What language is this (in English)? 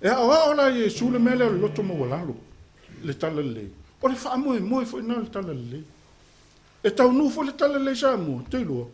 Samoan